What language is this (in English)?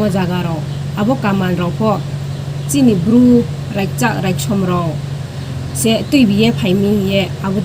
Riang (India)